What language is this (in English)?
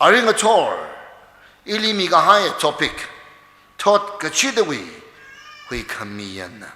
Tangkhul Naga (India)